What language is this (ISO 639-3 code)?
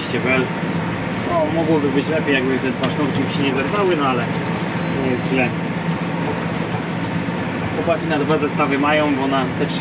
pol